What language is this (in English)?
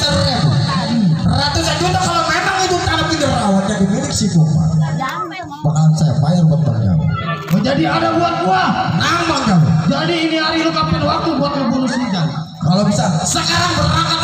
Betawi